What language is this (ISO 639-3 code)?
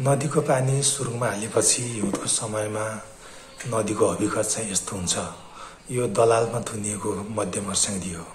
nep